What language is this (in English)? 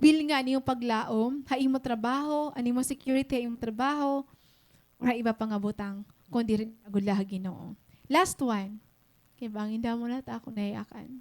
Waray